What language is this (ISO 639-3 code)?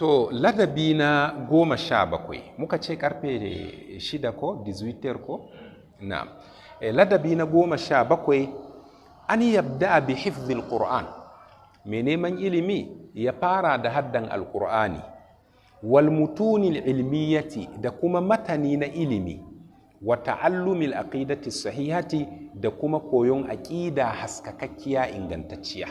hau